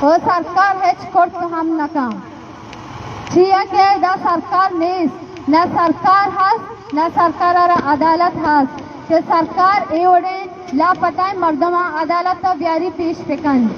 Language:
Baluchi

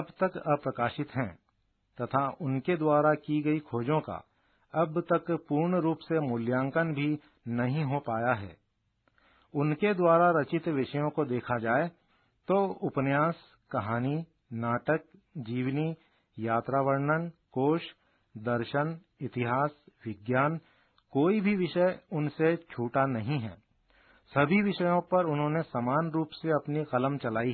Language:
Hindi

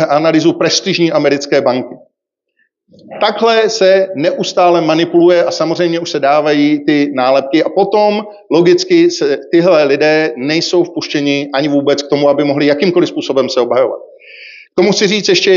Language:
Czech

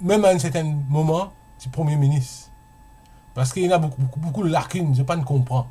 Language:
Morisyen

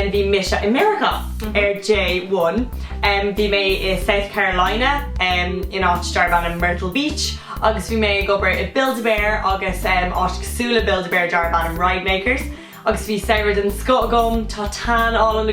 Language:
Irish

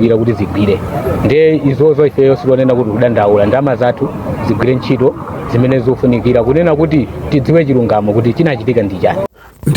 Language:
Nyanja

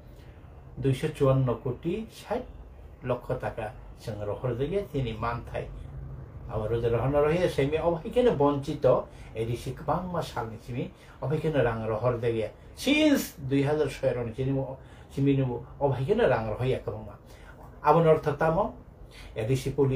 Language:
Kok Borok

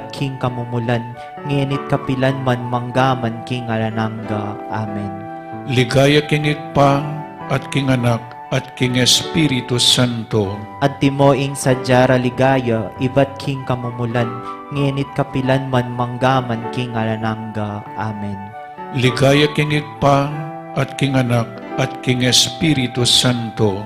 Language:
Pampanga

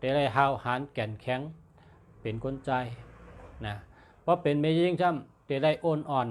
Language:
Shan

